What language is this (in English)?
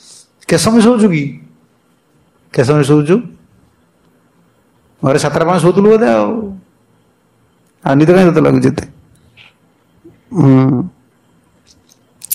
Odia